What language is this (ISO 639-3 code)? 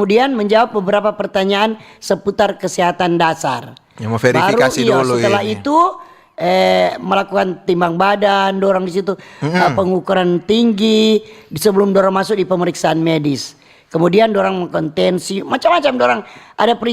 xmm